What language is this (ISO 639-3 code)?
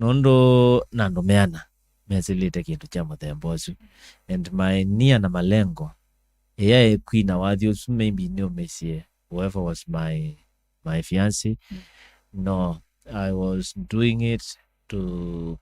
kam